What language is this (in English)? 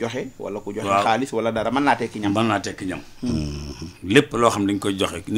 Wolof